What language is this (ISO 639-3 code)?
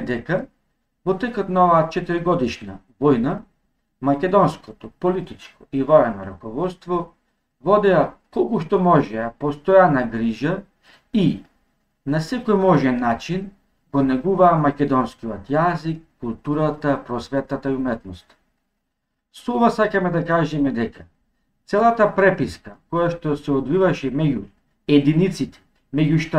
mkd